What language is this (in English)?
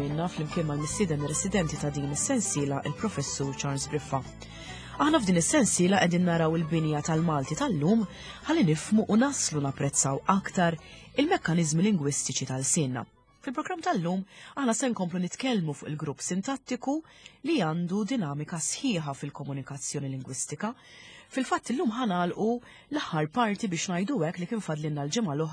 Maltese